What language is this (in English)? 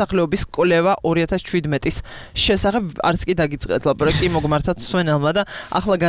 Georgian